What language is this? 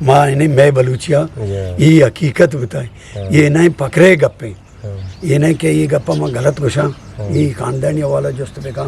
Eastern Balochi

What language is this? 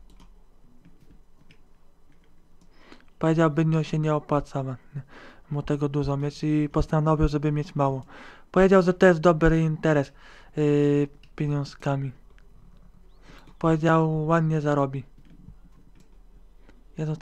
Polish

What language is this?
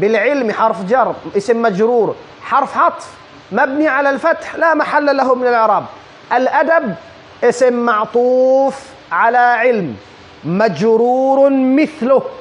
Tausug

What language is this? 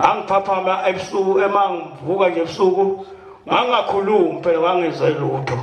Zulu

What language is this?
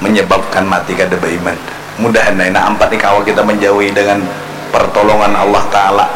Banjar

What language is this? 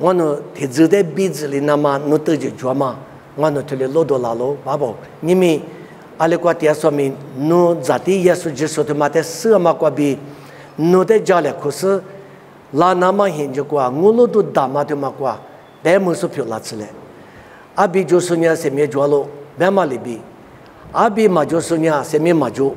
Lisu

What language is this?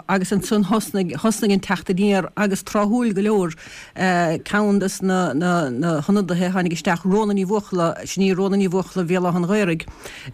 Irish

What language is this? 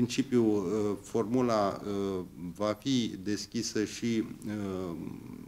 Romanian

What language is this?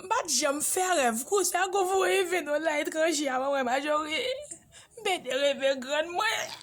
Haitian Creole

